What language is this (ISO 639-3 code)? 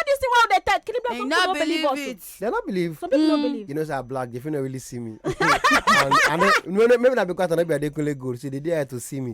pcm